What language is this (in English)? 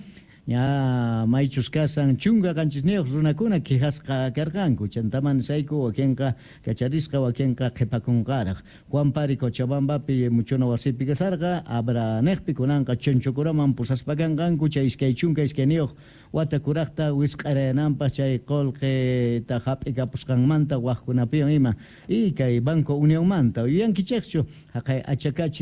Quechua